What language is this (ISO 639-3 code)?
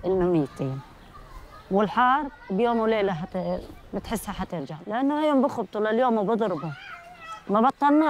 apc